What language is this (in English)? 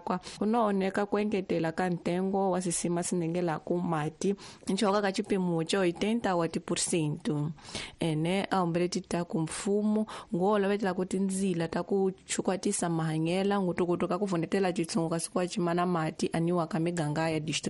Tsonga